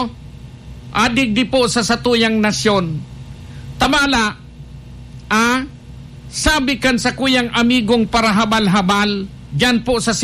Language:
Bikol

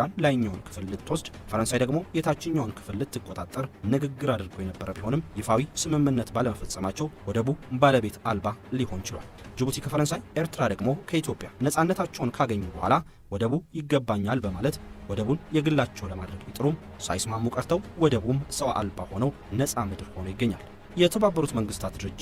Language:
Amharic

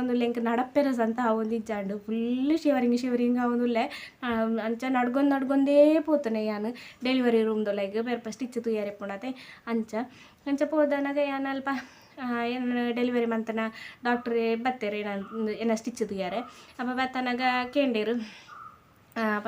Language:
Tulu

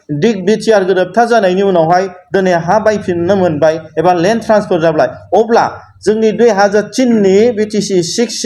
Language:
Bodo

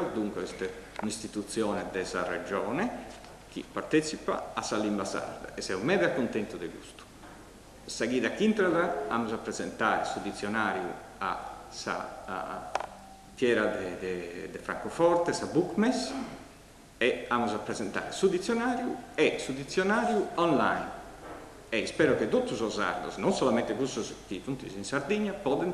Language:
Sardinian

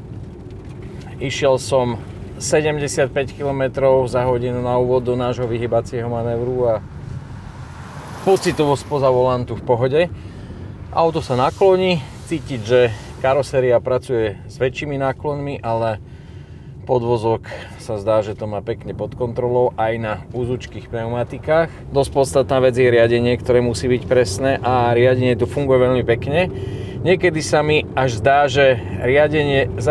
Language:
Slovak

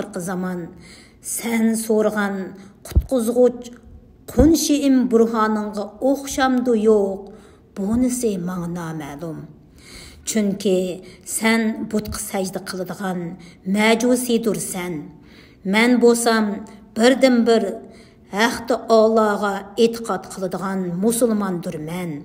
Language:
Uyghur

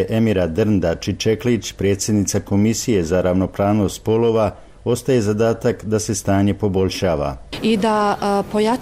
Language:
Bosnian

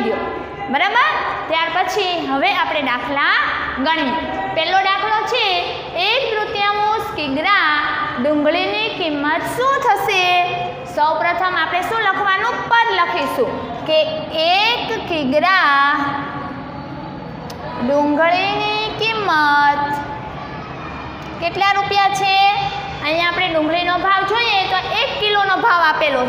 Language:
Gujarati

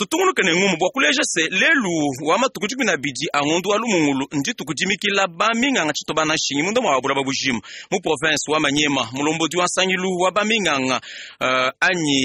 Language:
Luba-Lulua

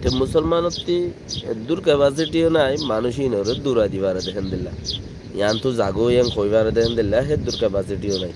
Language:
Rohingya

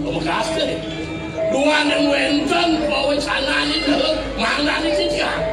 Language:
Balinese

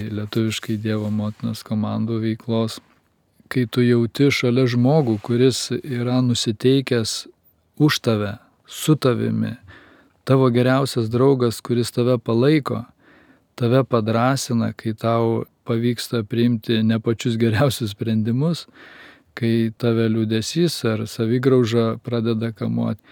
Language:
Lithuanian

